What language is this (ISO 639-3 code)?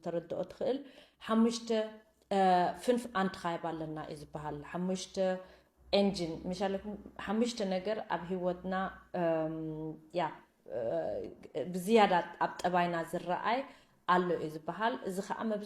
tir